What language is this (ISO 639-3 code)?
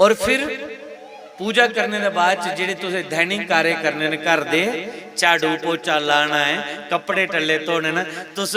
doi